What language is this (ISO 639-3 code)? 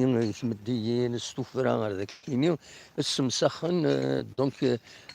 kab